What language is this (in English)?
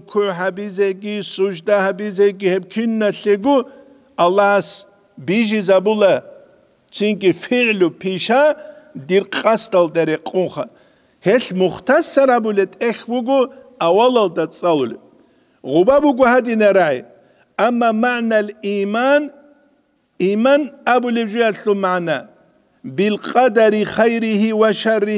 Avaric